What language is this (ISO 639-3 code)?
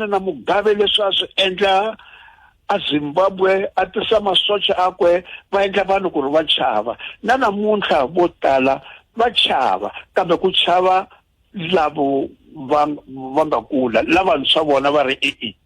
tso